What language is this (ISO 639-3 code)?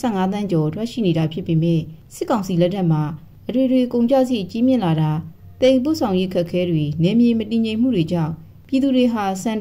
mya